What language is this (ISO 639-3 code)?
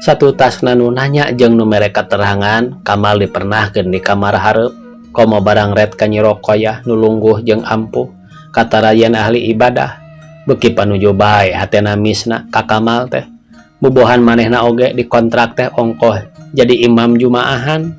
sun